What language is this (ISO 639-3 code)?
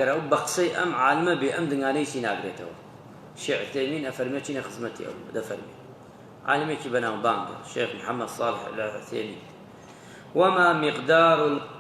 ckb